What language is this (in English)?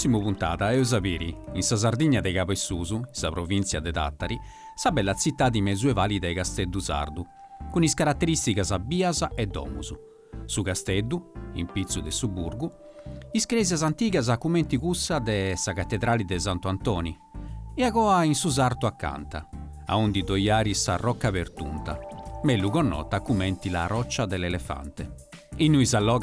Sardinian